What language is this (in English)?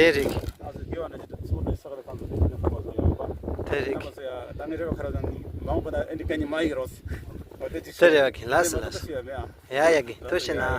Tibetan